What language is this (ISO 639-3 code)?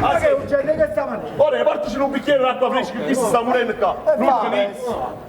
nap